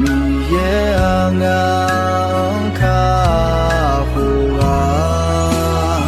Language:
Akha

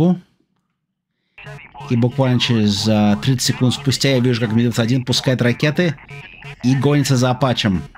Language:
Russian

